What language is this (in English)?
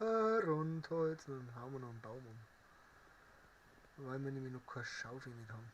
Bavarian